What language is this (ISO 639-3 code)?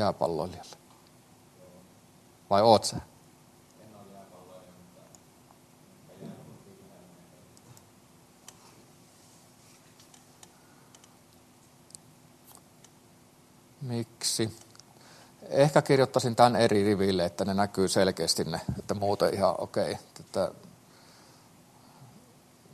fin